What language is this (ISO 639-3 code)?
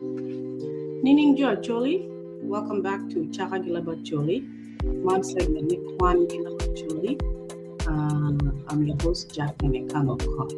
ach